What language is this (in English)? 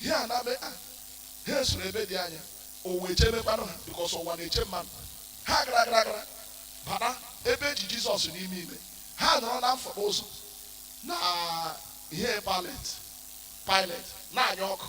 Igbo